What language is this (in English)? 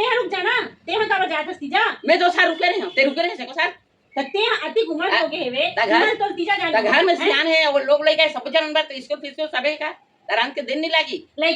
Chhattisgarhi